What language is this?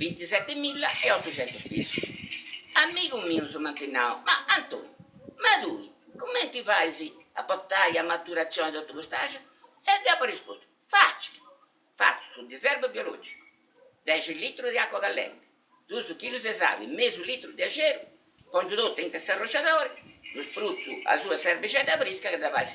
Sardinian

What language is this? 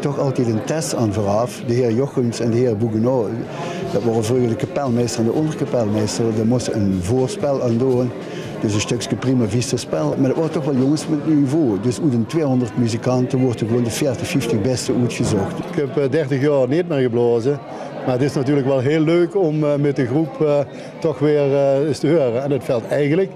Limburgish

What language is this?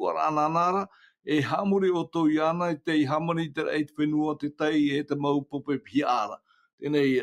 Tahitian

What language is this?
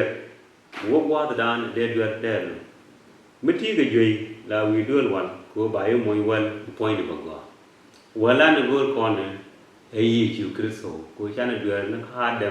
Nuer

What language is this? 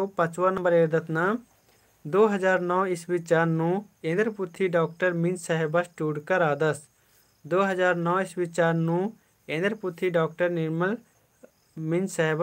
Kurukh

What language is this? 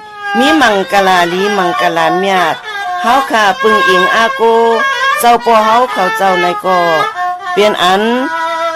Shan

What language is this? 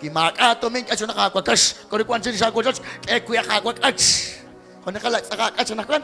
Kekchí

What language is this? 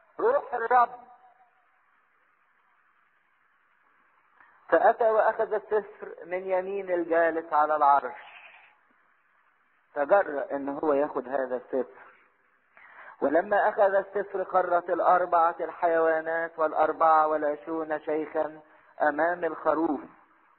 Egyptian Arabic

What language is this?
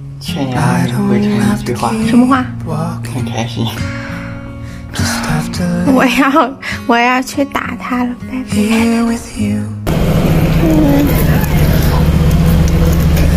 Chinese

